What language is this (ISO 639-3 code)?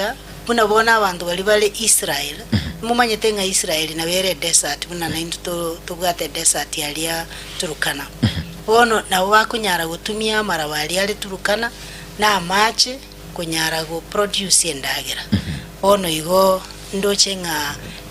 guz